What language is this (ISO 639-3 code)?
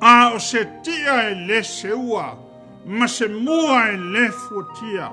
smo